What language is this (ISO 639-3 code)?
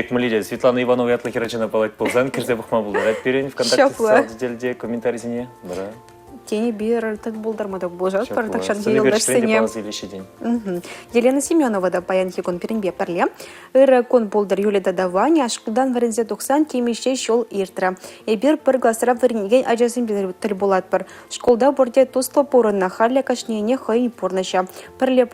chv